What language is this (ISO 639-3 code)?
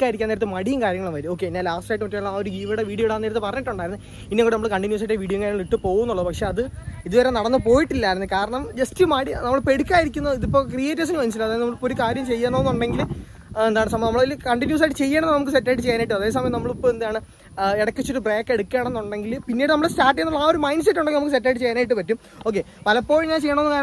mal